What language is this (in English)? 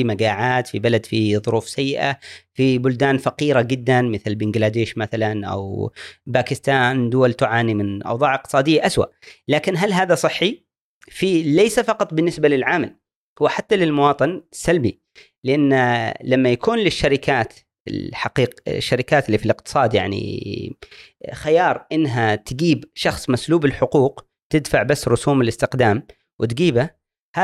Gulf Arabic